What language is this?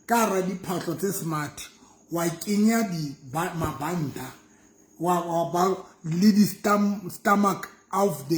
Southern Sotho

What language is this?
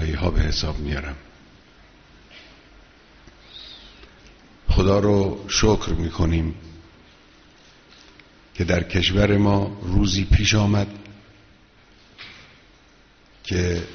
Persian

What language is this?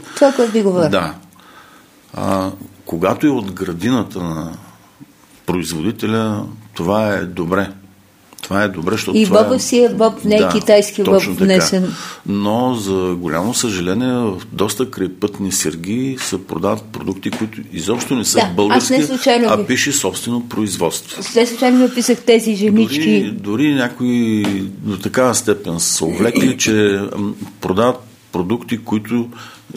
Bulgarian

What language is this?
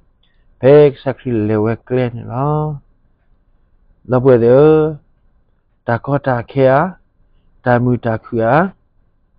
S'gaw Karen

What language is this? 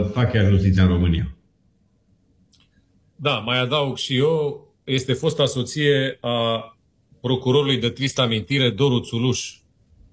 Romanian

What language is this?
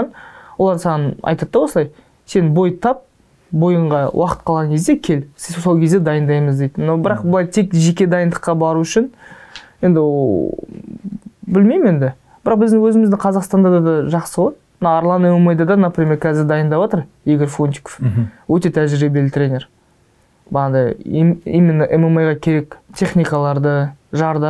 Kazakh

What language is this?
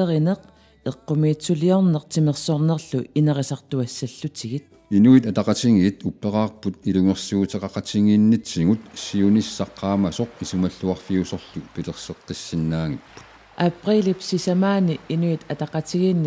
Kalaallisut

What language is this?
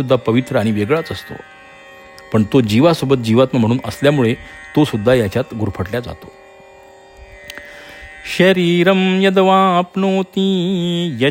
Marathi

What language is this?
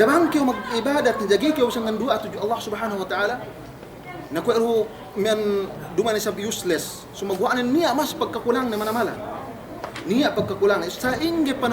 Yakan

